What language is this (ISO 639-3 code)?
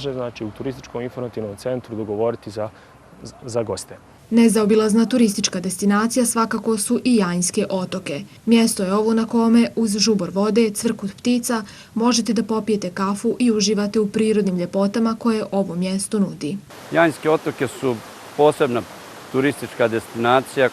bos